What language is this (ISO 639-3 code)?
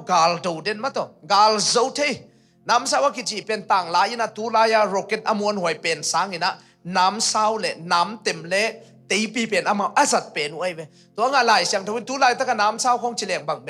ctd